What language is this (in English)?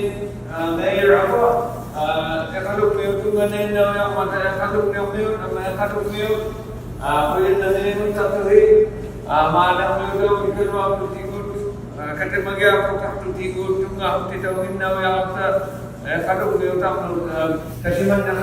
Inuktitut